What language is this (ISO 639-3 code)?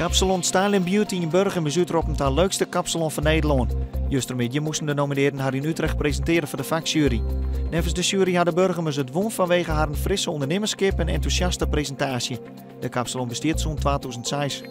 fry